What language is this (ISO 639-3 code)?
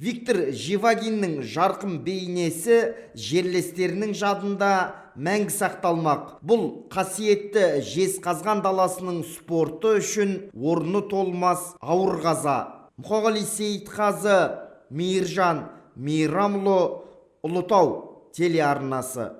kaz